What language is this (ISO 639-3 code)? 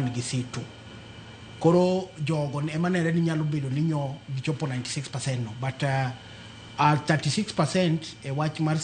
luo